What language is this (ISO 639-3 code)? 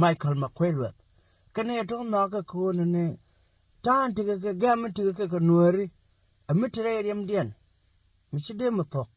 nus